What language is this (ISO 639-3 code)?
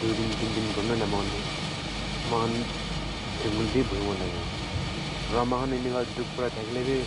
nag